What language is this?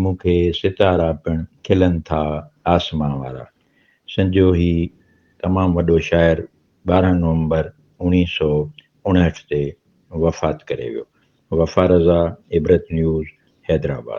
Sindhi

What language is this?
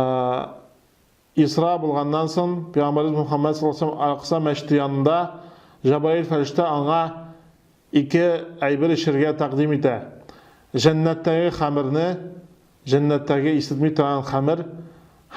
Tatar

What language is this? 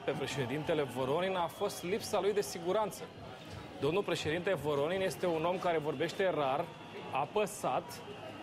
Romanian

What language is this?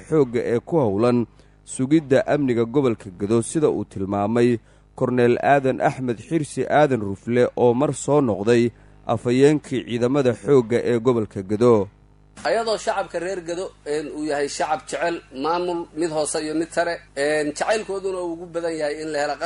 Somali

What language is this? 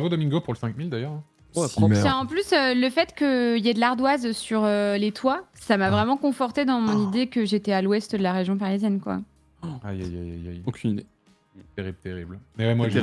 French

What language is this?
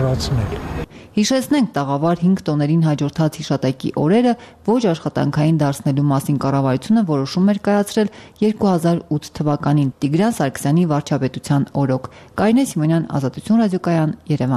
Armenian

